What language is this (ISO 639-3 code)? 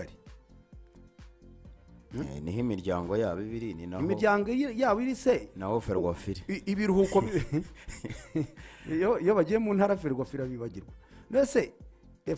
kin